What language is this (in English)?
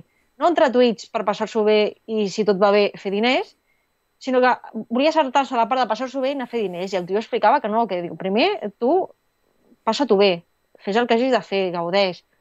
Catalan